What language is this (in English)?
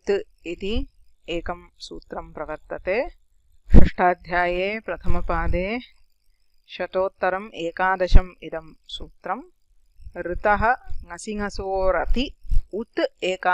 Sanskrit